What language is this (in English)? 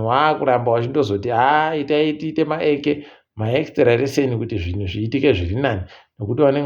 Ndau